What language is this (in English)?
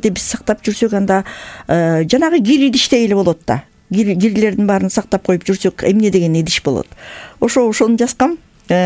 Kyrgyz